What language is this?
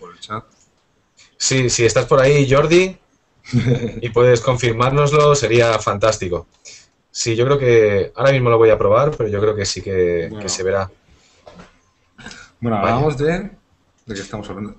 Spanish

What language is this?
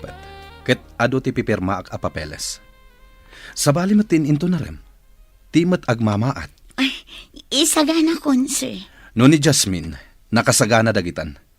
Iloko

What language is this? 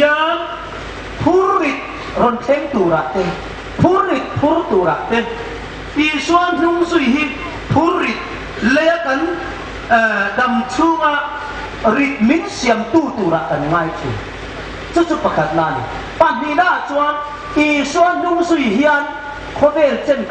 Hmar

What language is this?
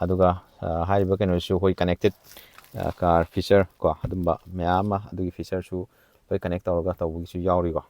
Manipuri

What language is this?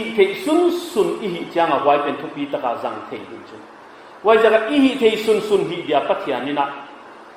Paite Chin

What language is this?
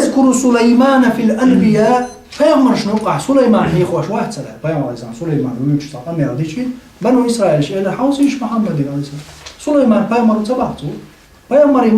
Chechen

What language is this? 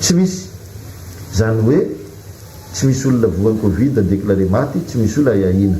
Malagasy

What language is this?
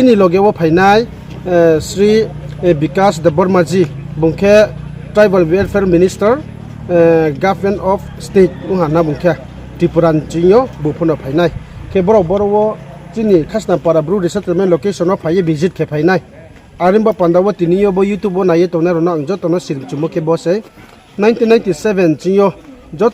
Riang (India)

